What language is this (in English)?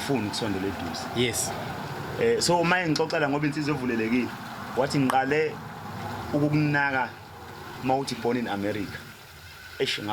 Zulu